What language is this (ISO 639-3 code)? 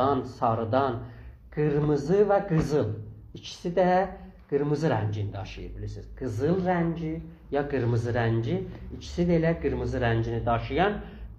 azb